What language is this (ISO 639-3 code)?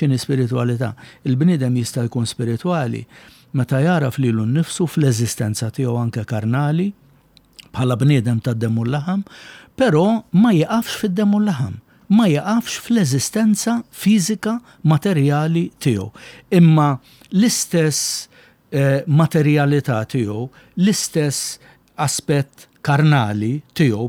mlt